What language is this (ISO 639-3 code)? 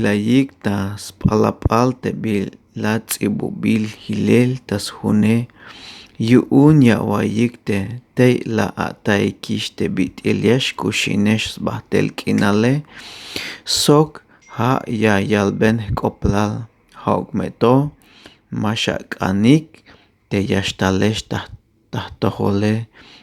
tzh